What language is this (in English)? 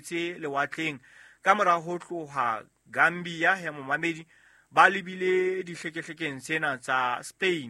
Southern Sotho